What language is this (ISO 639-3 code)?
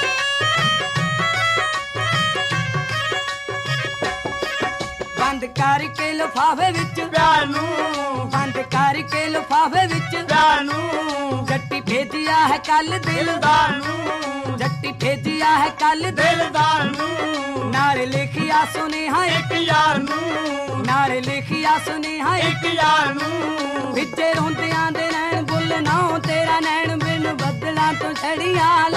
pan